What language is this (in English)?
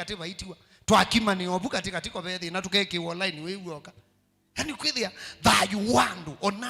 Kamba